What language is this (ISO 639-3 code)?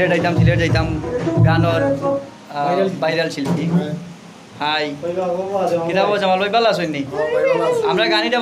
syl